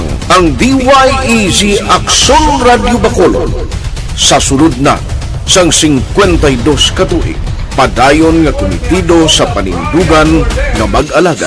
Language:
Hiligaynon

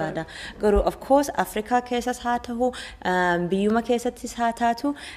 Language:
Oromo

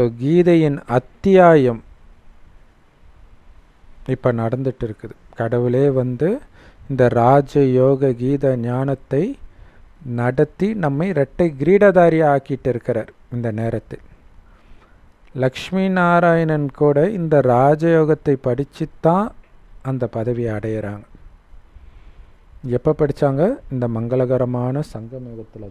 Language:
Tamil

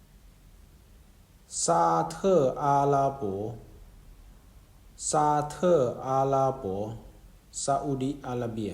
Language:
Lao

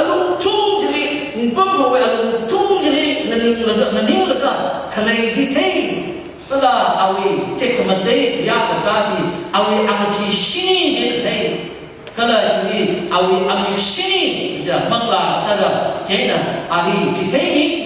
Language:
Tangkhul Naga (India)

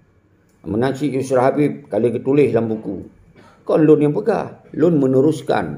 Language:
Achinese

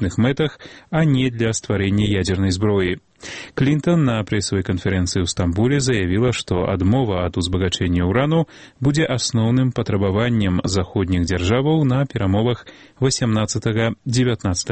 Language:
Belarusian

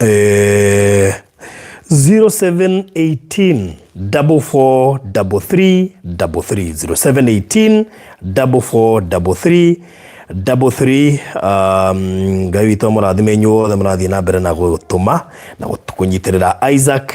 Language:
Kikuyu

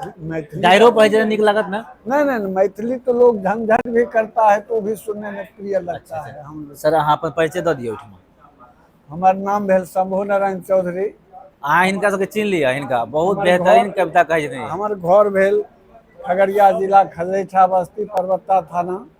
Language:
Maithili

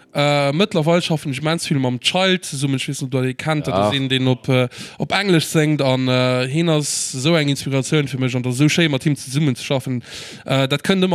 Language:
Luxembourgish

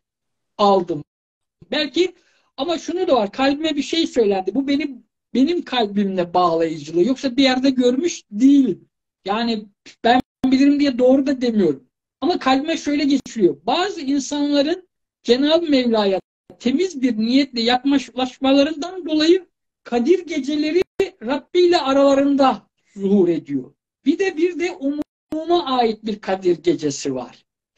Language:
Turkish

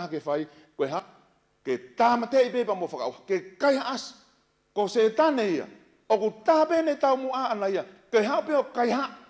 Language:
Tongan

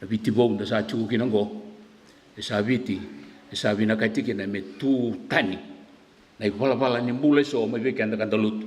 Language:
Fijian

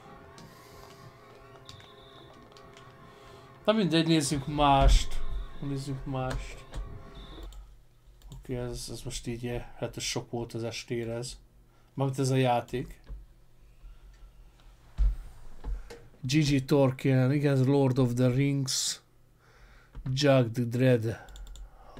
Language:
Hungarian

